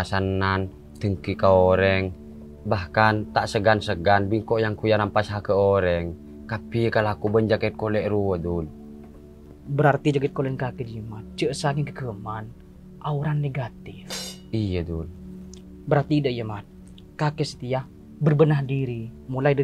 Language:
Madurese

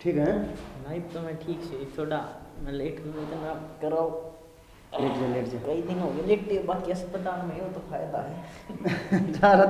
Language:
Haryanvi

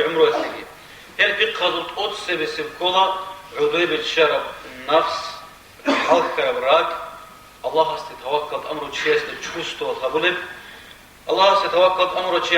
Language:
Avaric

